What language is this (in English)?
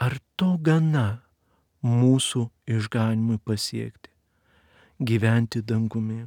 Lithuanian